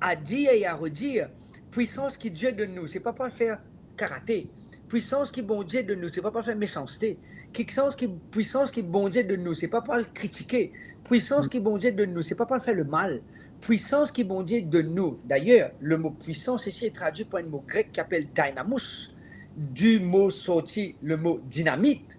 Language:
Morisyen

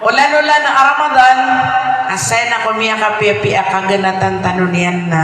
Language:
Maranao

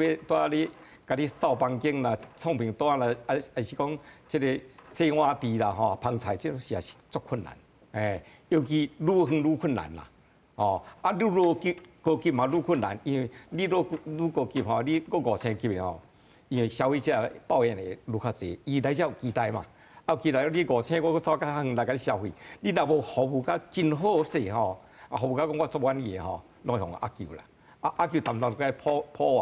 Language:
Min Nan Chinese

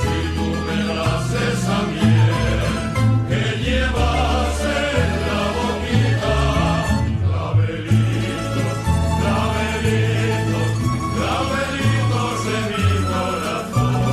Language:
Ladino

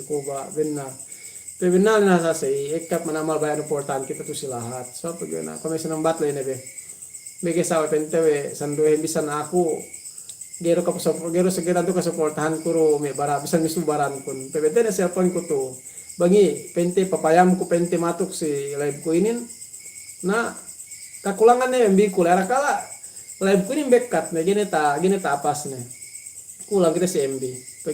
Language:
Yakan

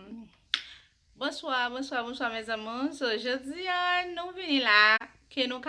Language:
Haitian Creole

